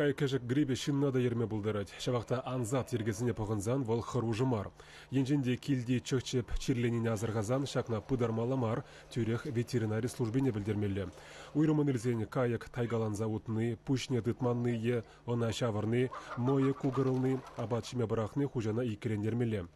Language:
Chuvash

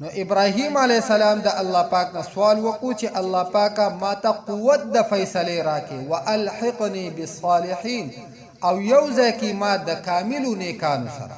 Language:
Pashto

